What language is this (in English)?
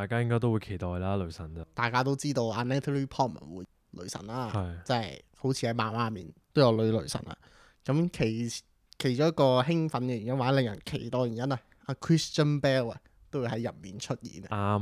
Cantonese